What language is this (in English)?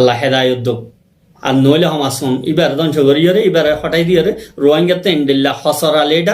Rohingya